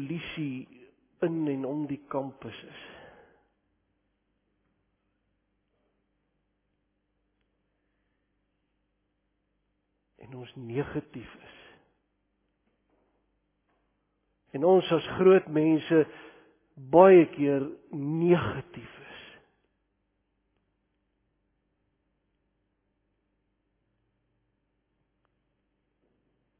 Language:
Afrikaans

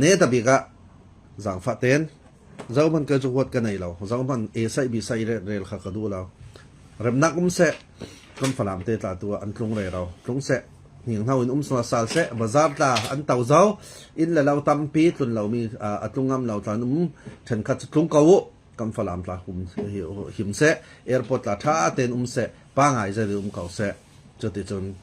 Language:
Falam Chin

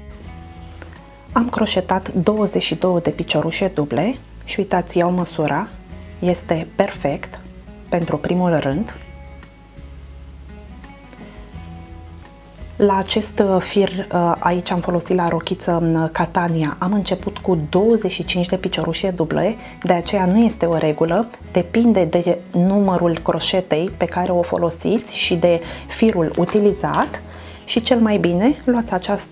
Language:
Romanian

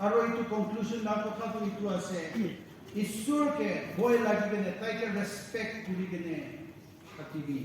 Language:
Naga Pidgin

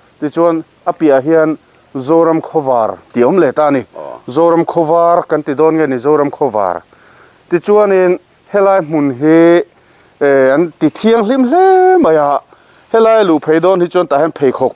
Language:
Mizo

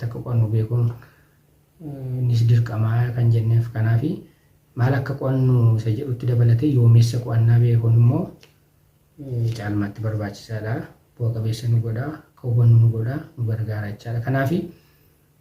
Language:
Oromo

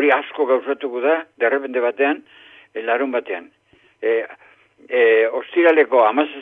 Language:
Basque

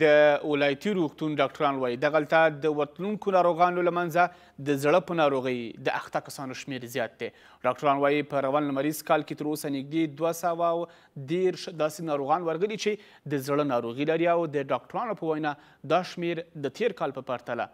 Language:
Pashto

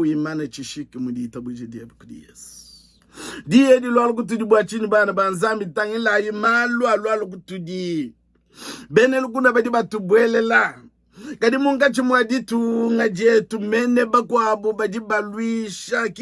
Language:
Luba-Lulua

